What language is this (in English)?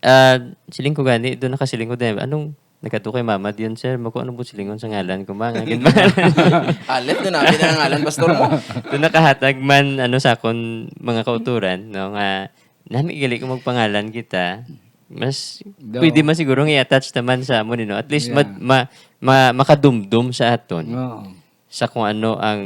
Hiligaynon